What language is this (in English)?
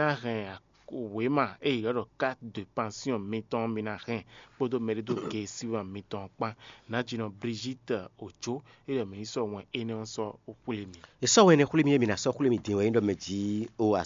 Fon